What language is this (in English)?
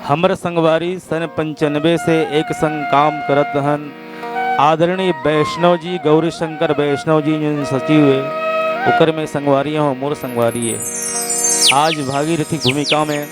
Chhattisgarhi